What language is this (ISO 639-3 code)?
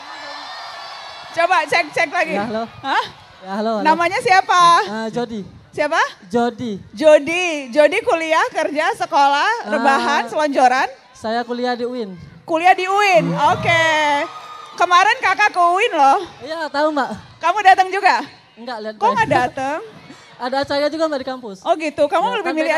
ind